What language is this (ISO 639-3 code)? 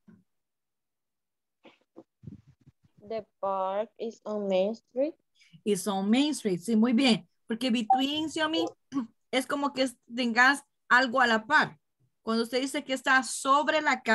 spa